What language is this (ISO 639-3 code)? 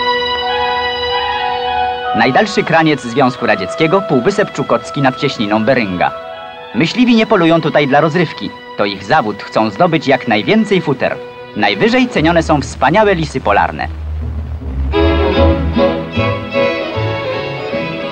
pol